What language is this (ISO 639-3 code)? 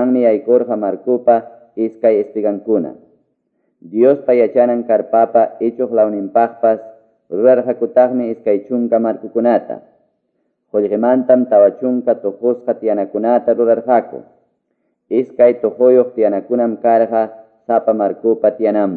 que